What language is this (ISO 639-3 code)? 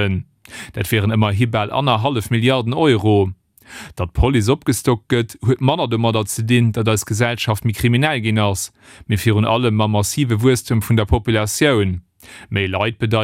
ltz